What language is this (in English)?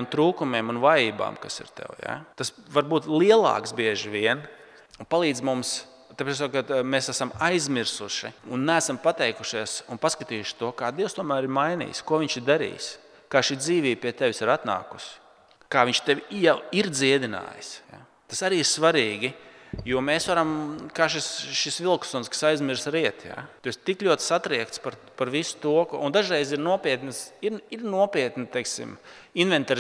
Latvian